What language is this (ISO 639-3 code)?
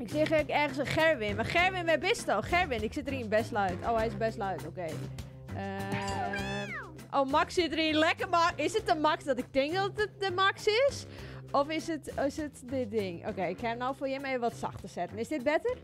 fry